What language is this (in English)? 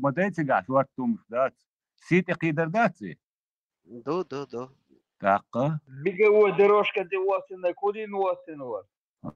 Chechen